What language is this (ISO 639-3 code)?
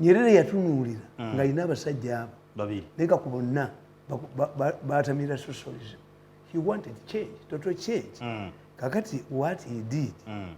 lug